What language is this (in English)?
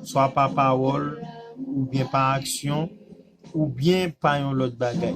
Haitian Creole